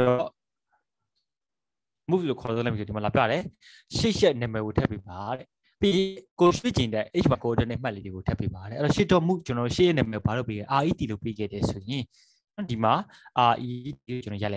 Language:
Burmese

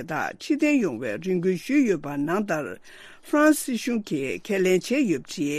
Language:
Tibetan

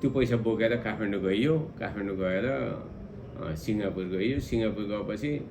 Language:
Nepali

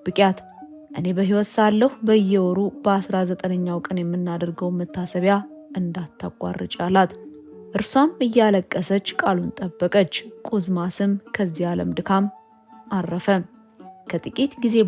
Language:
Amharic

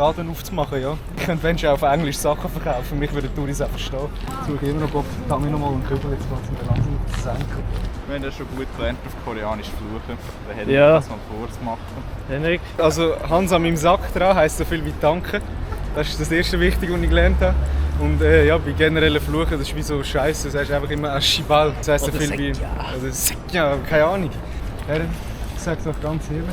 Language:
Swiss German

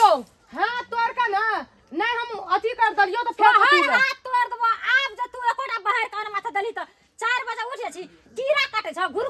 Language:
Maithili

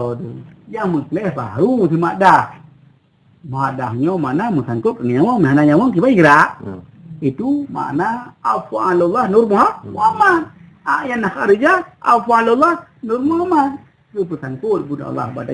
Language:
Achinese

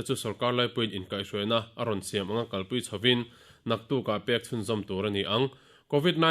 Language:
Mizo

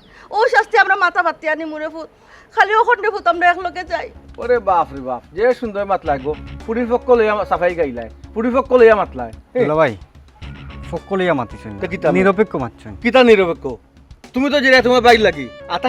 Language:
Sylheti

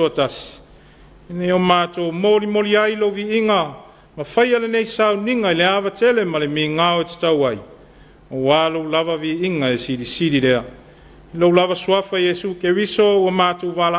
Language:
Samoan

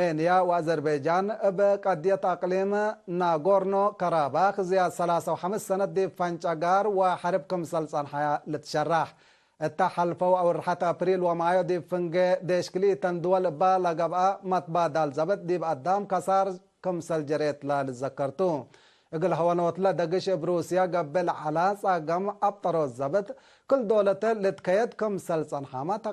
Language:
Tigre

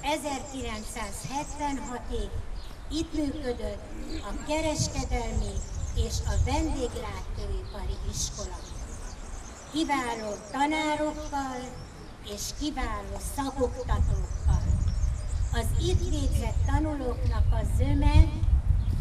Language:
Hungarian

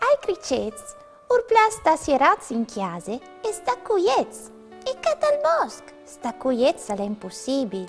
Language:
Friulian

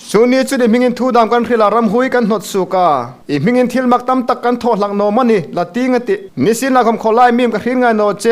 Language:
Hmar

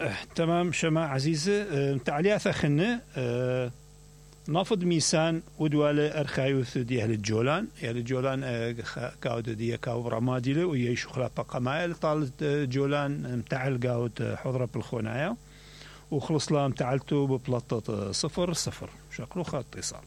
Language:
Mesopotamian Arabic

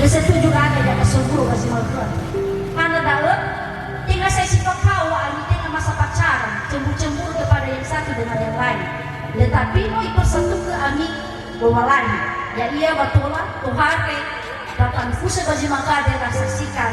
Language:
Nias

